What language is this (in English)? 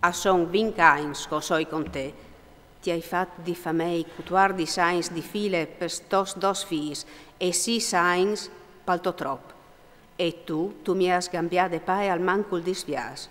Friulian